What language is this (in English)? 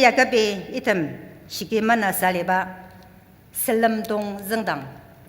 Ao Naga